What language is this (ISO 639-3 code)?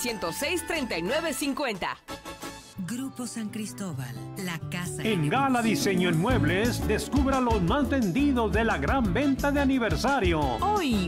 spa